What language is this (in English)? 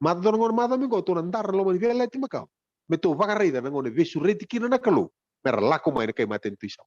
Fijian